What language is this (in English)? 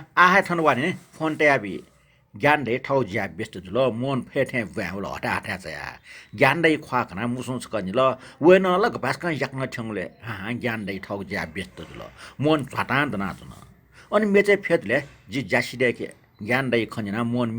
Newari